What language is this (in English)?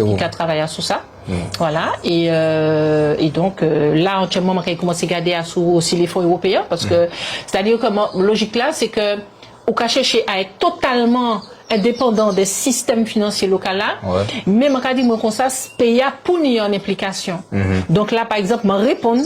Guadeloupean Creole French